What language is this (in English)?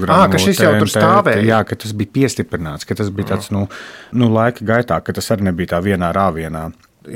Latvian